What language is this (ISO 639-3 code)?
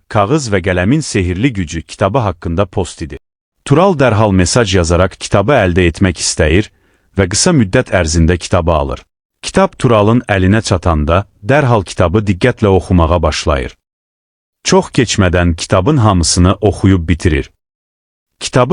aze